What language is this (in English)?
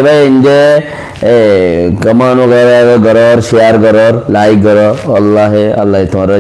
Rohingya